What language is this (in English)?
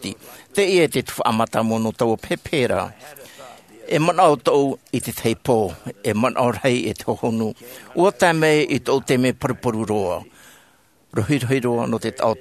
Tahitian